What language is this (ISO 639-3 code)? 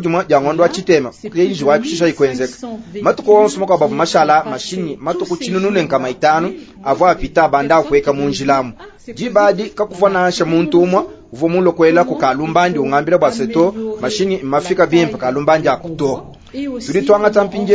lua